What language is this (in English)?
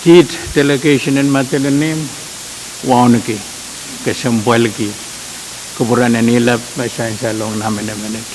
Pohnpeian